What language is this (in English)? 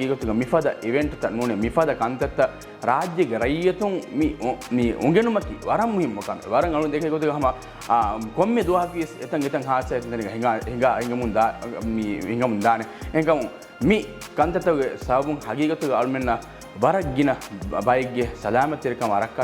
Divehi